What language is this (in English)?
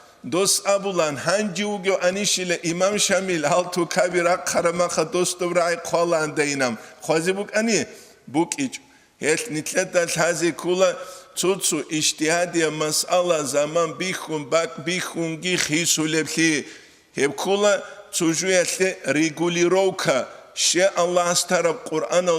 Avaric